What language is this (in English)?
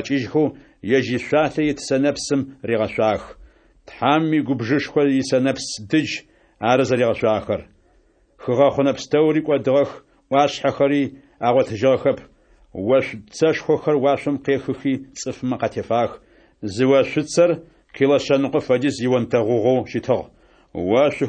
Adyghe